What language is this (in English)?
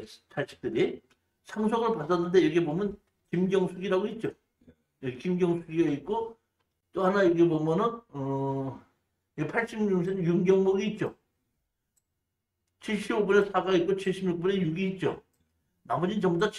Korean